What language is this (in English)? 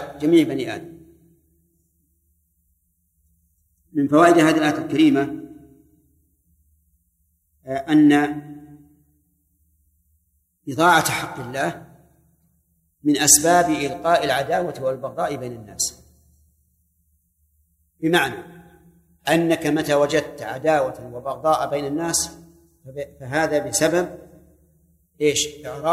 Arabic